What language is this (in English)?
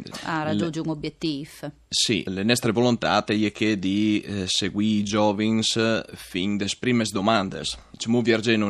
Friulian